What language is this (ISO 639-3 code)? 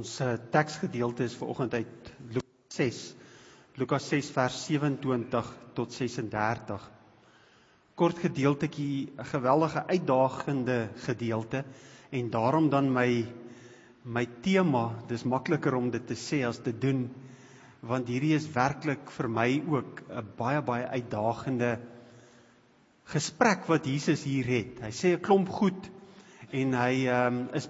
afr